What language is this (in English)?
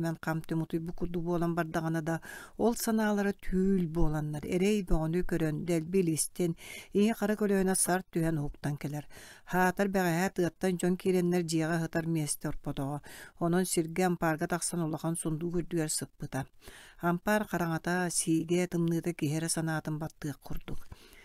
Yakut